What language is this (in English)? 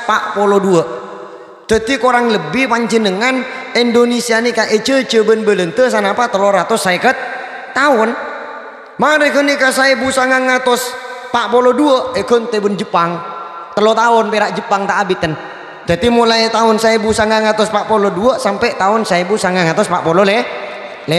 Madurese